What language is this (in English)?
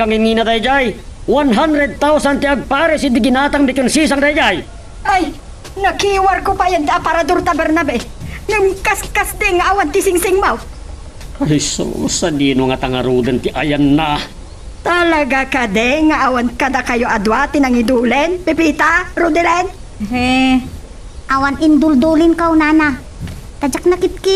Iloko